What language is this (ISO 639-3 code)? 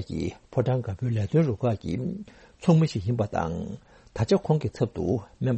bod